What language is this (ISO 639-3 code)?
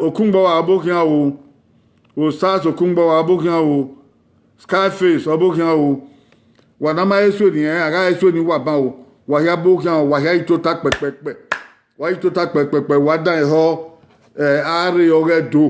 bin